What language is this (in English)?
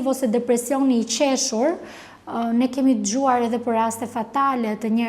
Albanian